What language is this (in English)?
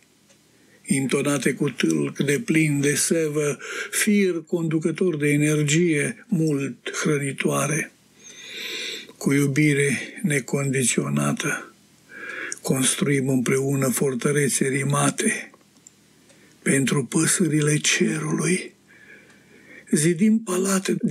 Romanian